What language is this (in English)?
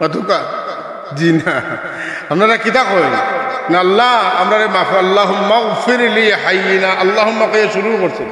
Sylheti